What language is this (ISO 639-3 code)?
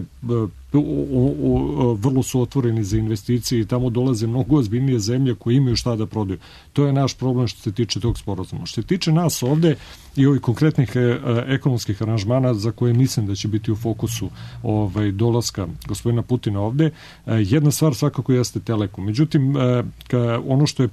srp